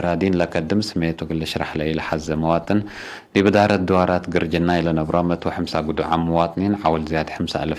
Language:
Tigre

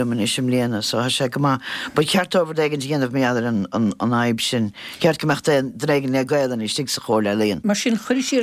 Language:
Irish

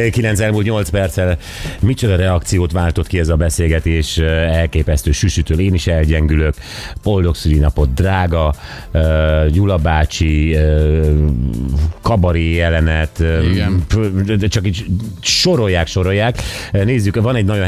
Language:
Hungarian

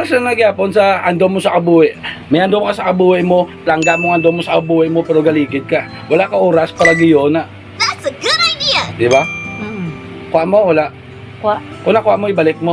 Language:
Hiligaynon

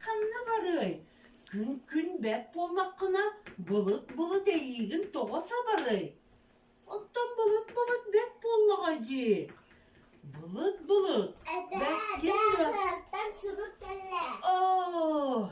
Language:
Yakut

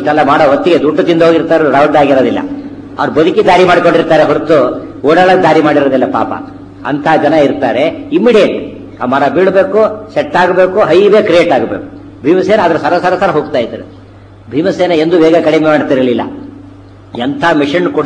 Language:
Kannada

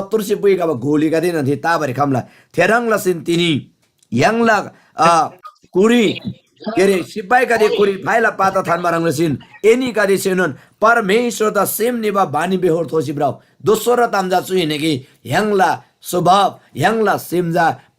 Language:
Eastern Tamang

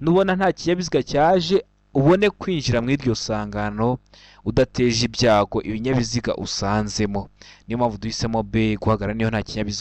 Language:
Kinyarwanda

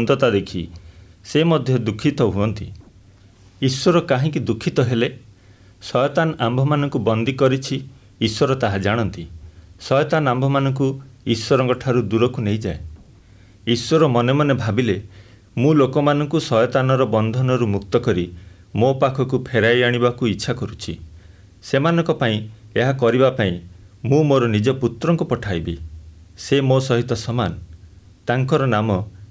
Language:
Odia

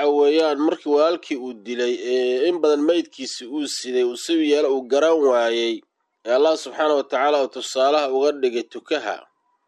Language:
Somali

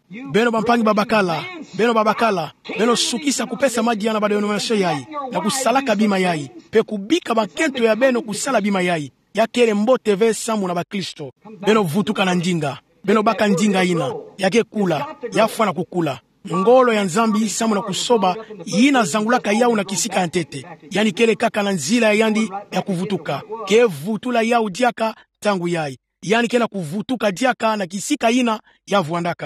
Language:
Kituba (Democratic Republic of Congo)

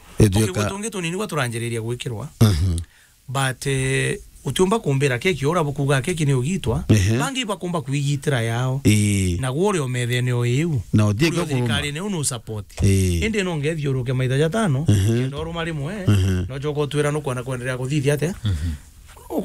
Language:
Meru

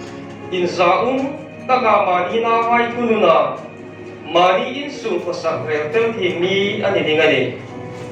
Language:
Hmar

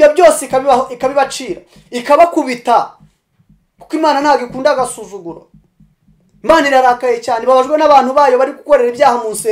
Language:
Kinyarwanda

